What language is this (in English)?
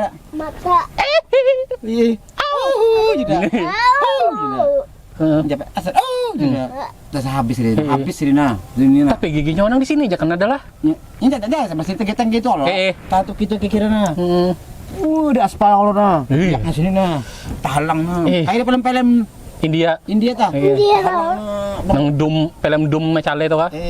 Banjar